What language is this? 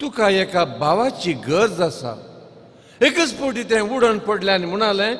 Konkani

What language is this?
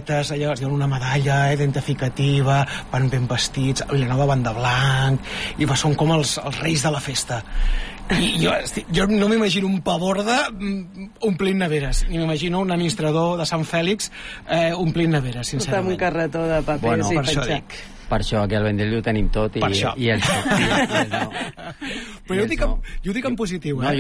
Catalan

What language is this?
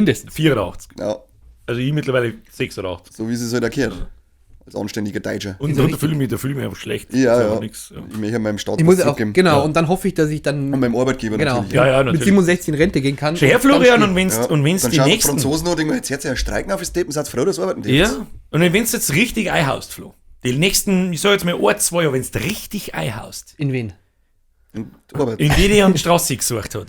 Bavarian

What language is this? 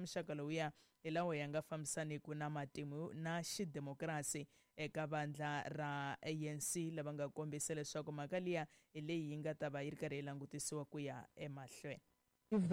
Tsonga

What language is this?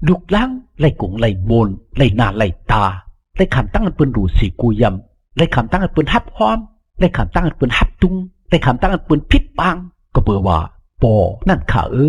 Shan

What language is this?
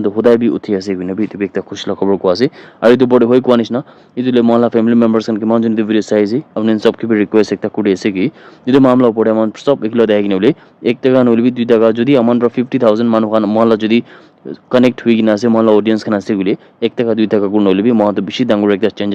Naga Pidgin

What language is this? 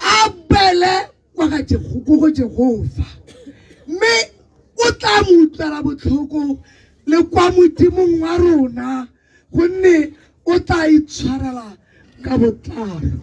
Tswana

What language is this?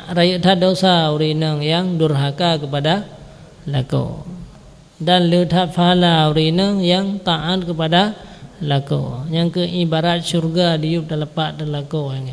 Achinese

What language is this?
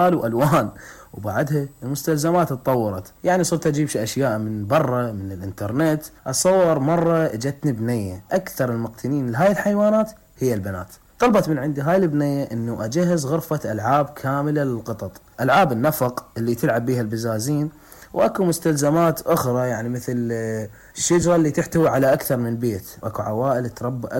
Mesopotamian Arabic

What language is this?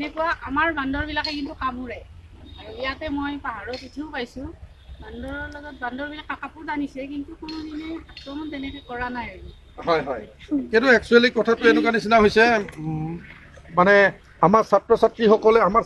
Assamese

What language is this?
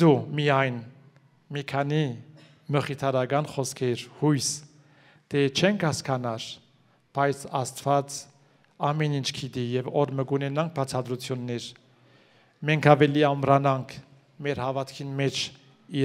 Armenian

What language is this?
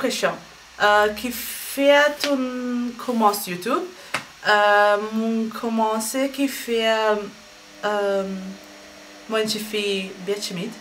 Morisyen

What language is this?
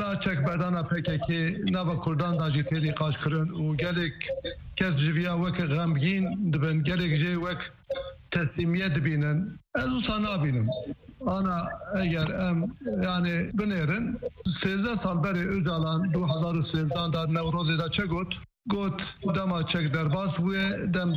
Kurdish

